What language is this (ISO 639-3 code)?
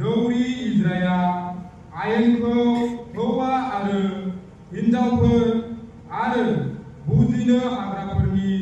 brx